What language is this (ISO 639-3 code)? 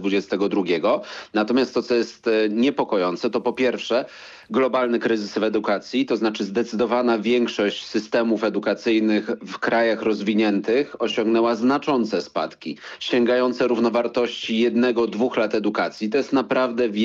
pol